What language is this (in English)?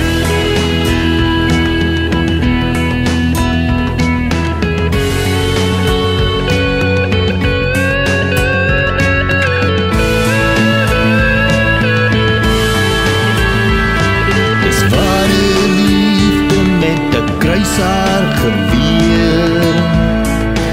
Afrikaans